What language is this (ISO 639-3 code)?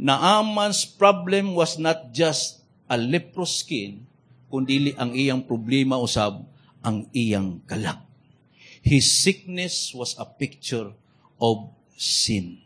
ceb